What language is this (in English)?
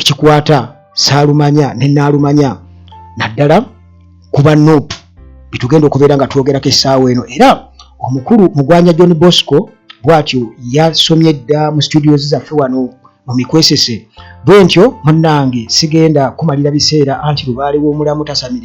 Ganda